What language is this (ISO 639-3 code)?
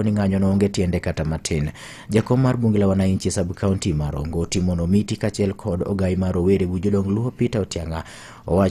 luo